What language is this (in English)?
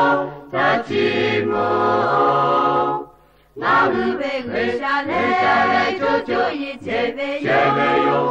Lahu